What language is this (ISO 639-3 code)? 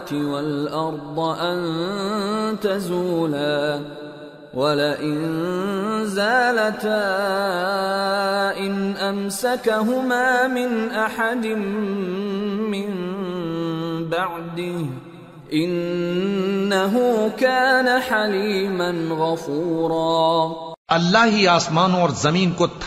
urd